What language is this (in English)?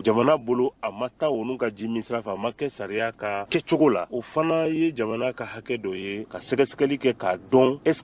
Bambara